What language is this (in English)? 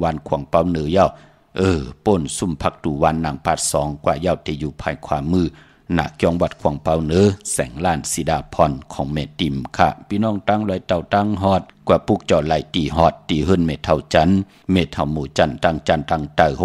Shan